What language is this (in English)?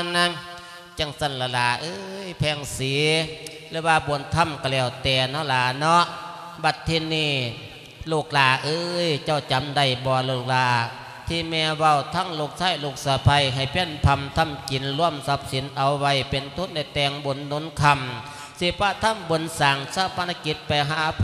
Lao